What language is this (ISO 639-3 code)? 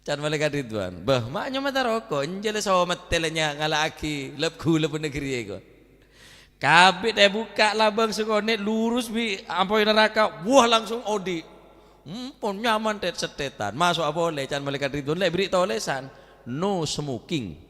mad